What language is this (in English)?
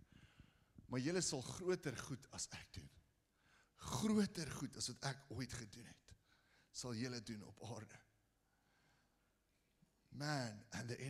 Afrikaans